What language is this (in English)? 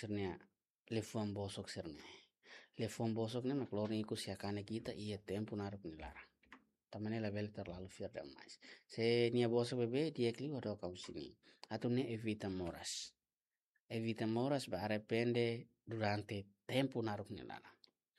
Tetum